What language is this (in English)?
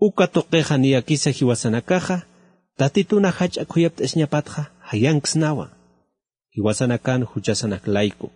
Aymara